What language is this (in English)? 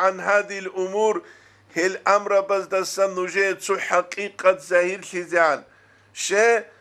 Avaric